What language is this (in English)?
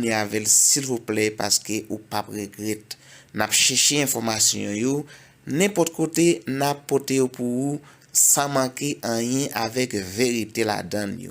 Haitian Creole